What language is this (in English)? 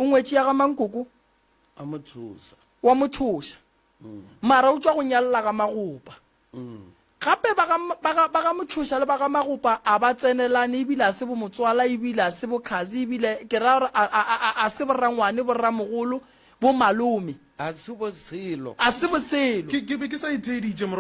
Northern Sotho